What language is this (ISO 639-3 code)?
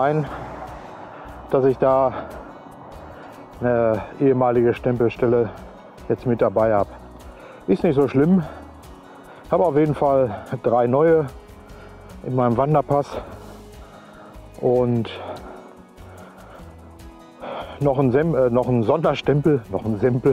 deu